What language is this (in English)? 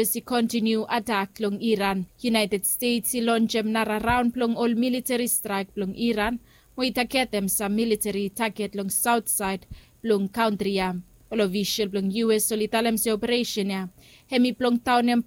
Bislama